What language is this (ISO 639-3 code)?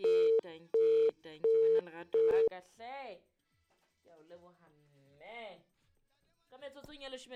sot